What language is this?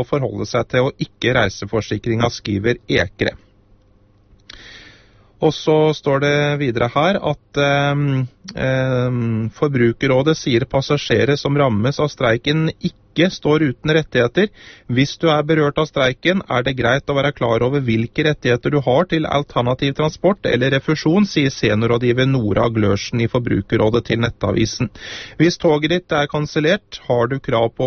Norwegian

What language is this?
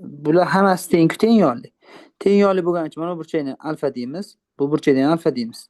Uzbek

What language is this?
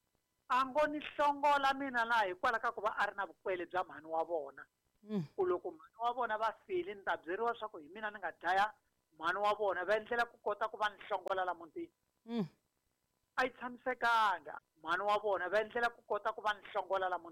Tsonga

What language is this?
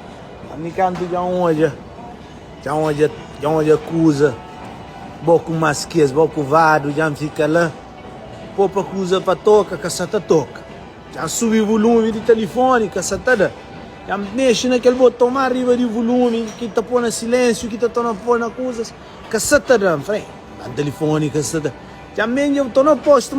Kabuverdianu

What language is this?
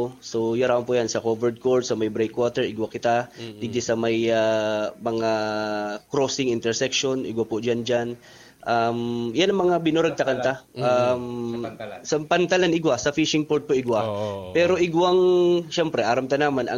Bikol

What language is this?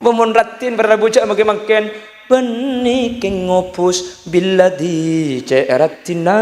Madurese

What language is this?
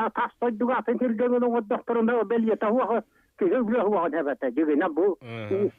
Yakut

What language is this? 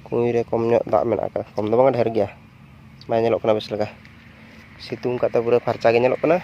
Santali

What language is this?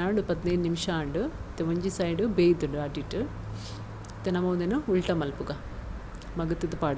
Tulu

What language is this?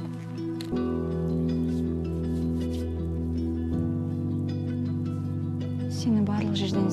Kazakh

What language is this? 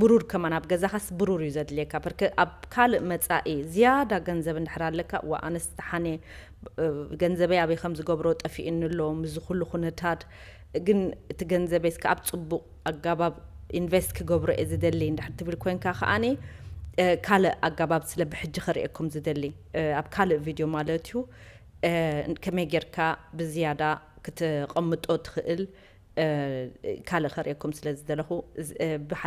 Tigrinya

